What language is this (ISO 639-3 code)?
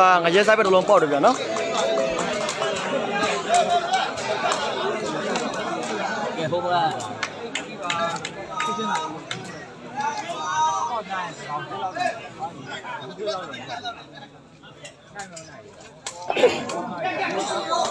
mya